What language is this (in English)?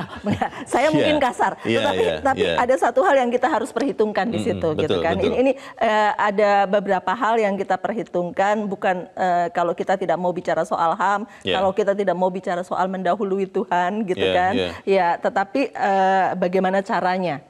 Indonesian